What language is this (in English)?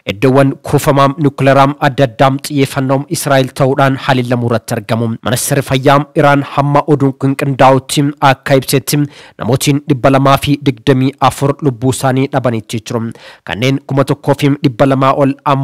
Oromo